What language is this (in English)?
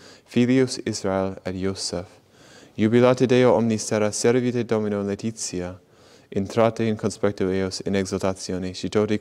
Latin